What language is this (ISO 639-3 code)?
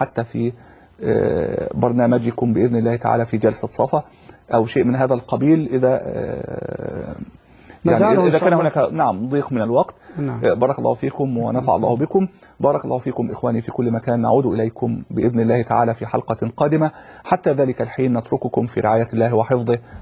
ara